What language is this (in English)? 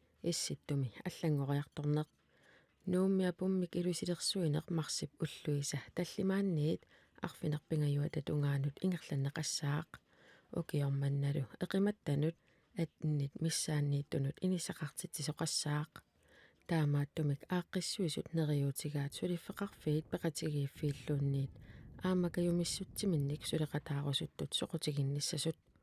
Kalaallisut